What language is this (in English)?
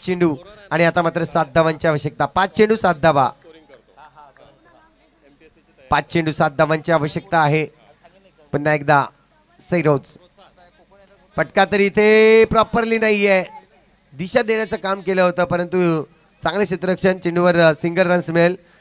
Marathi